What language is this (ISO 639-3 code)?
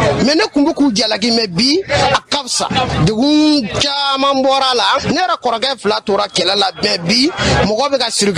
bam